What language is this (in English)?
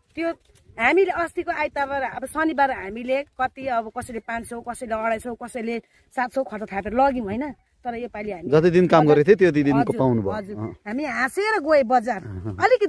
Nepali